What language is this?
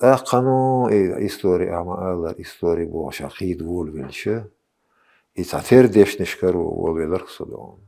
Chechen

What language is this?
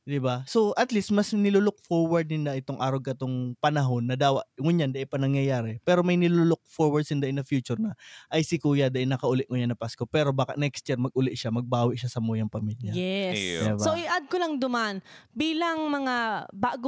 Bikol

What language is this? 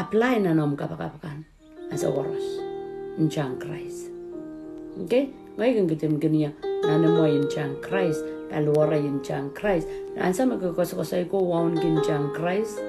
Pohnpeian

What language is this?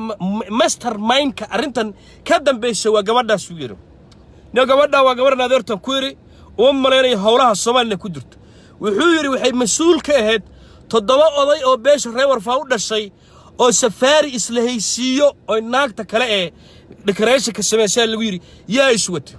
Somali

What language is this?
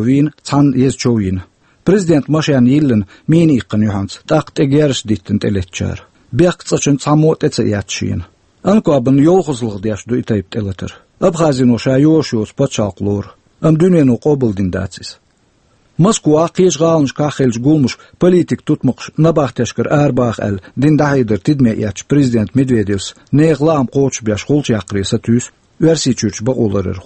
Chechen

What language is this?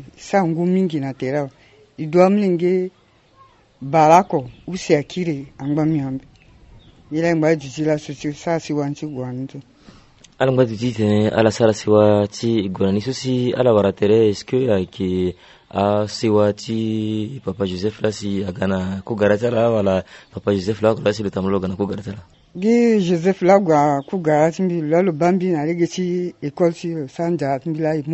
Sango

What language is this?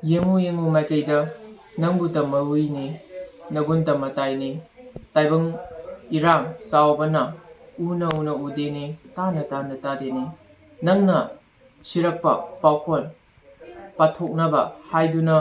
Manipuri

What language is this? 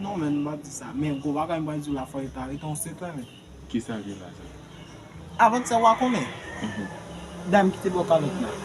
Haitian Creole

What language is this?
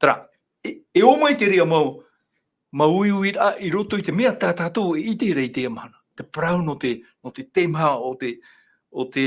Tahitian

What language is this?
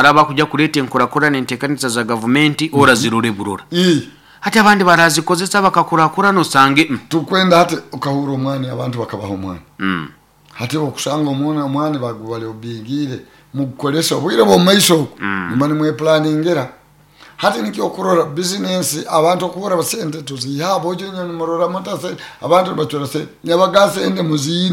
Nyoro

